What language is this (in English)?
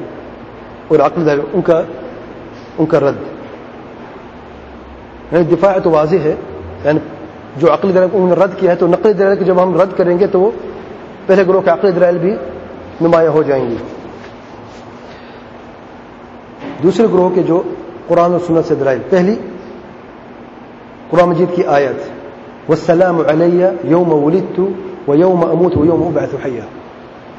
Urdu